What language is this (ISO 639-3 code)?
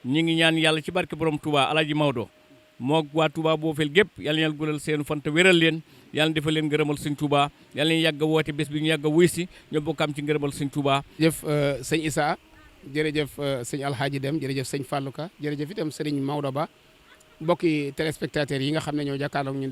wol